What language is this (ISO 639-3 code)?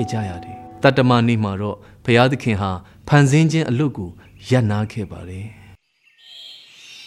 mya